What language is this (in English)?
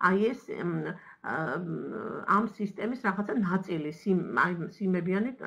Georgian